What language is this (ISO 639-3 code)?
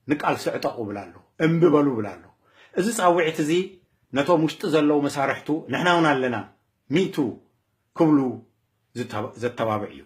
tir